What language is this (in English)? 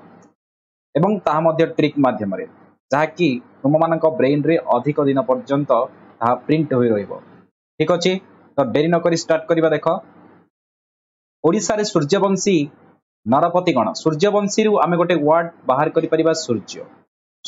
Odia